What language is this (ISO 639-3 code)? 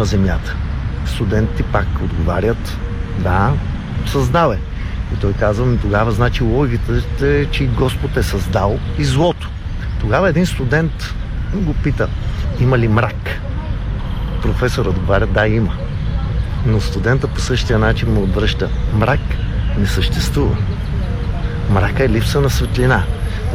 bul